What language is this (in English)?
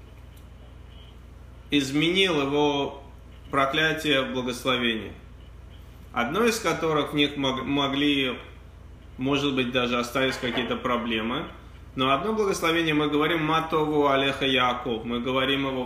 Russian